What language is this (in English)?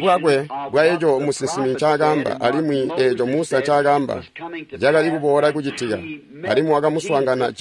Tonga (Zambia)